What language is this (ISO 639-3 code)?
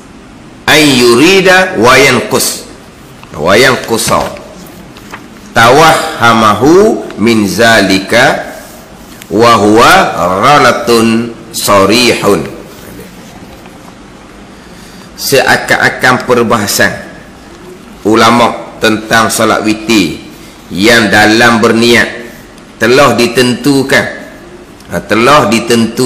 msa